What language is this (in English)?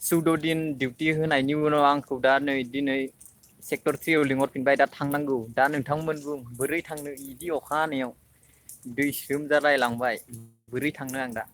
Bodo